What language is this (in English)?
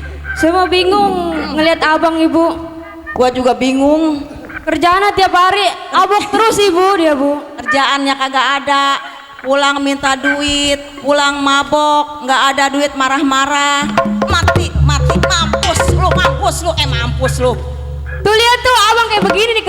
Betawi